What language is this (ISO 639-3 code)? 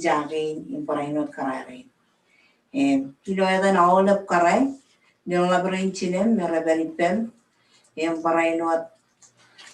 mah